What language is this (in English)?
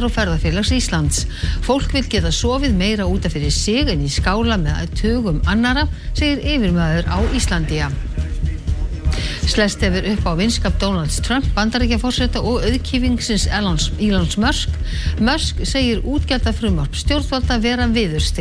Icelandic